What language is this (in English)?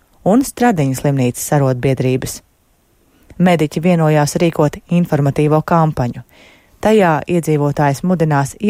Latvian